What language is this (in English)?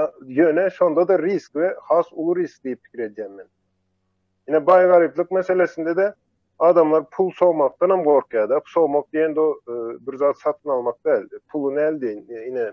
Turkmen